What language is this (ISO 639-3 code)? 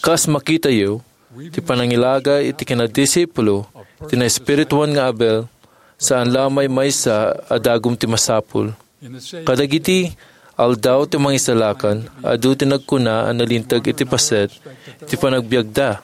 ilo